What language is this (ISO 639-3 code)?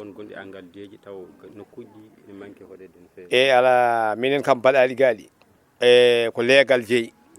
ful